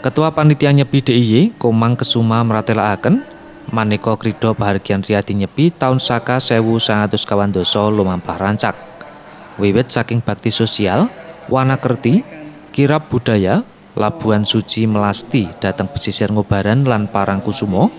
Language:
Javanese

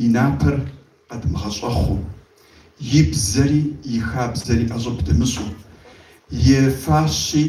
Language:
Kabardian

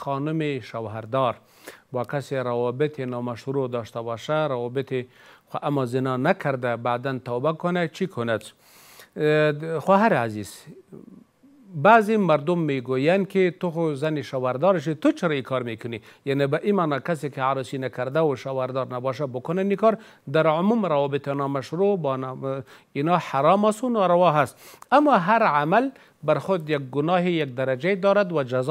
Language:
Persian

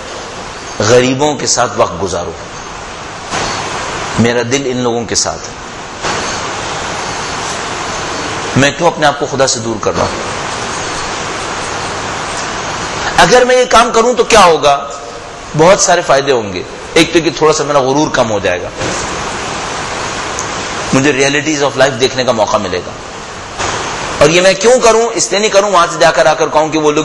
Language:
Urdu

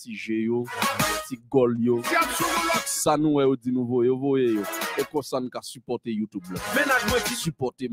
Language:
Haitian Creole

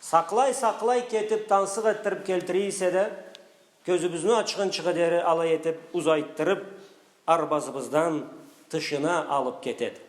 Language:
Karachay-Balkar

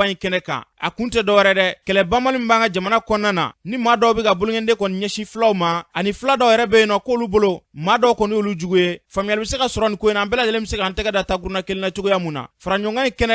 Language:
Bambara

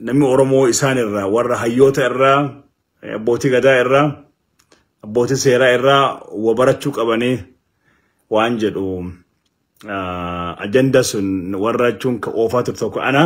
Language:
Oromo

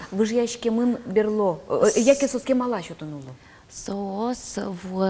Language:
Udmurt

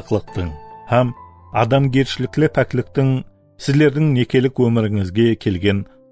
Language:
Kara-Kalpak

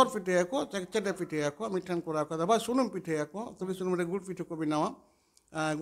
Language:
Santali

